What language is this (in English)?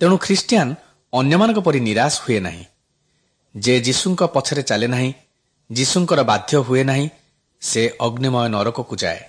Odia